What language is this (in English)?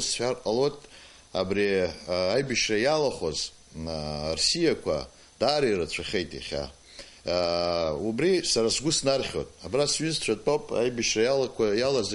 Abkhazian